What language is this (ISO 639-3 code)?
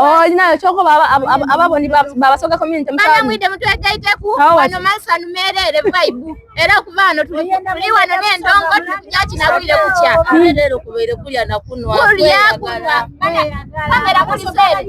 xog